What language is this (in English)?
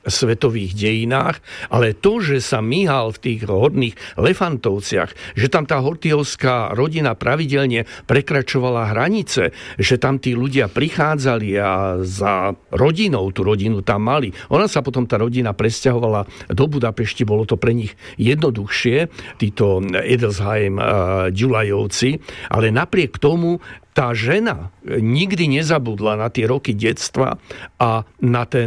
Slovak